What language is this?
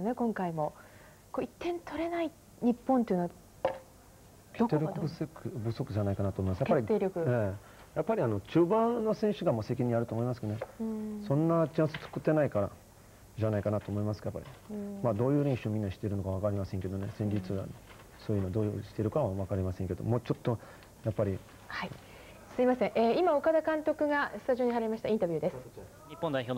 Japanese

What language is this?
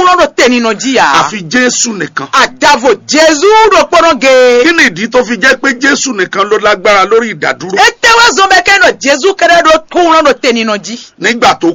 Fon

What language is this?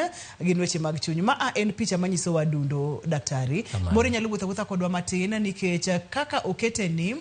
Luo (Kenya and Tanzania)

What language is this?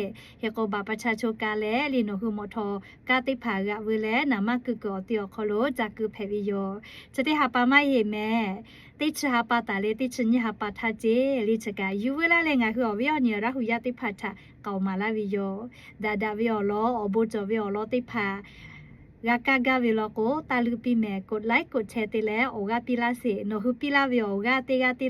Lahu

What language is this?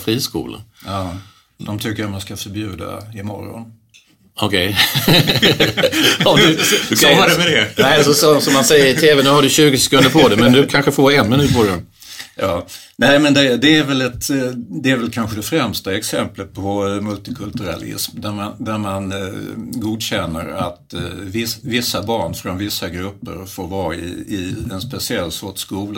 Swedish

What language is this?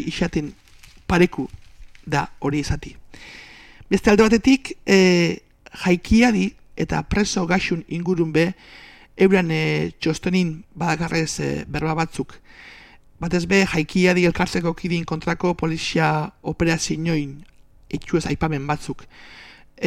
Basque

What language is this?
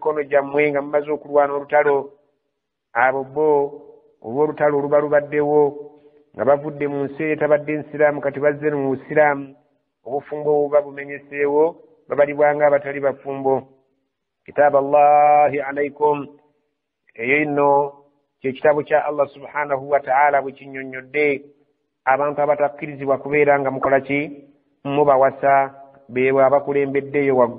Ganda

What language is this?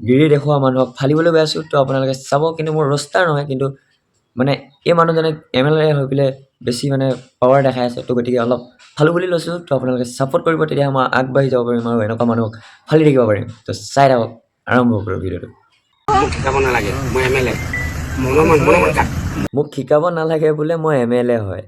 Assamese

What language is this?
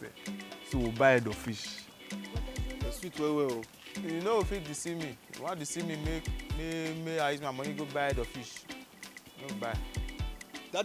Nigerian Pidgin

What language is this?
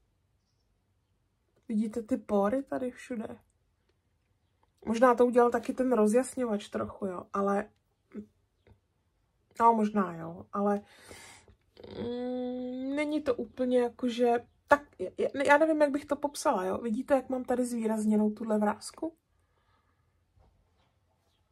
Czech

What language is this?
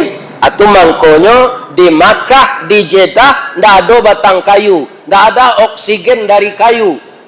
Minangkabau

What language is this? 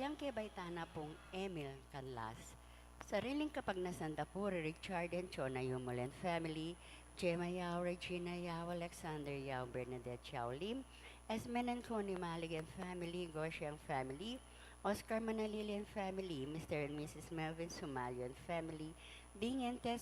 Pampanga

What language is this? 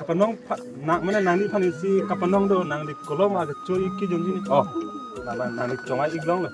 Karbi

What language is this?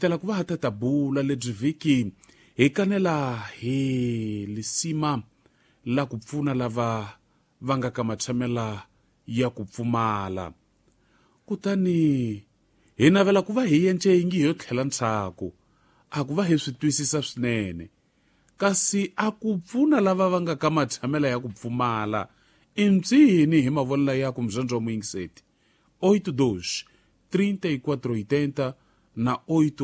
Tsonga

